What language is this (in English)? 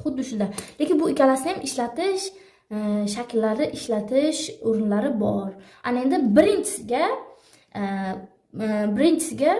Uzbek